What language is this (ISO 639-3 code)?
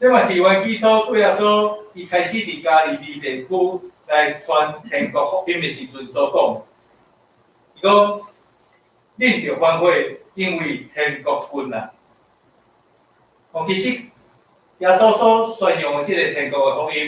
nan